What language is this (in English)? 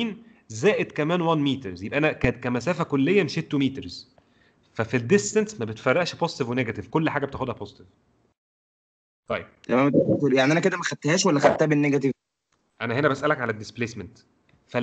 Egyptian Arabic